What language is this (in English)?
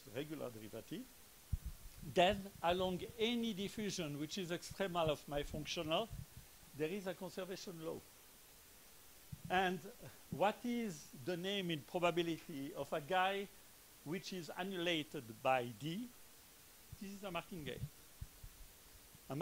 English